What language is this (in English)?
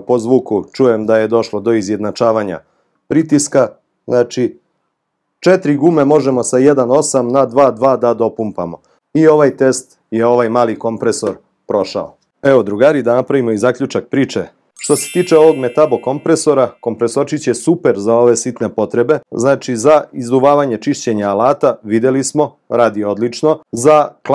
Serbian